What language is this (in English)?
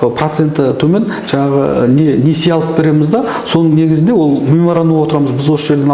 Kazakh